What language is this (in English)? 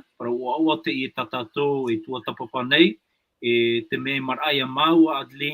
Tahitian